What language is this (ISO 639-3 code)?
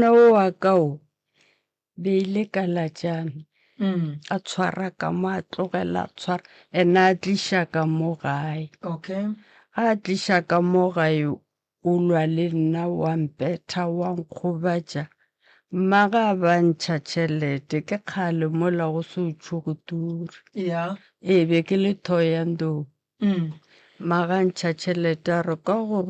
nso